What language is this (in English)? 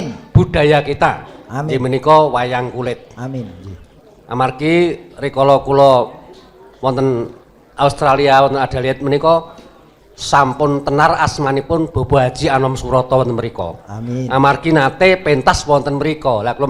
Javanese